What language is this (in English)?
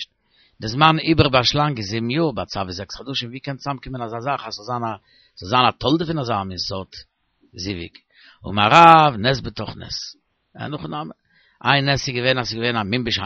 Yiddish